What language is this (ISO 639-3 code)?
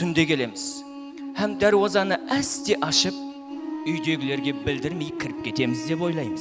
kaa